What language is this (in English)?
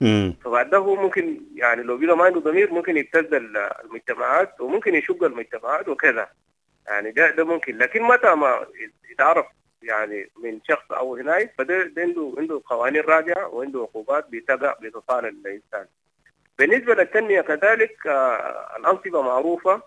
Sudanese Arabic